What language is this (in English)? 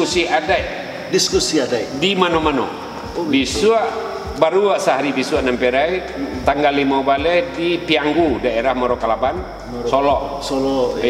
Minangkabau